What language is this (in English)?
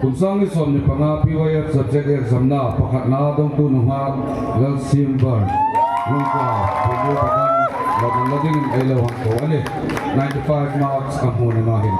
Hmar